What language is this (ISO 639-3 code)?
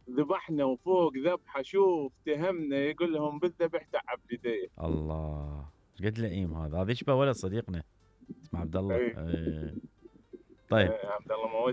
acm